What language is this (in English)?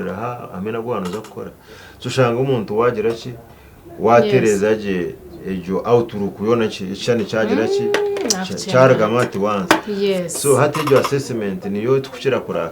Nyankole